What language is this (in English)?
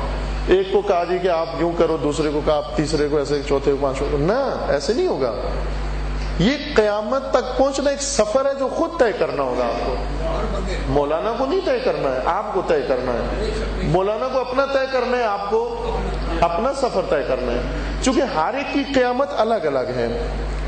Urdu